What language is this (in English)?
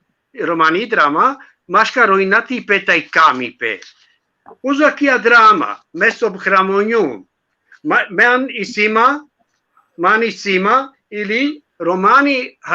Balkan Romani